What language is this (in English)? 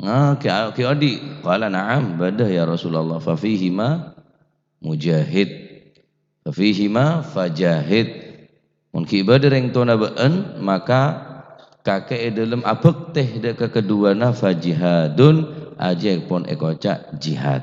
Madurese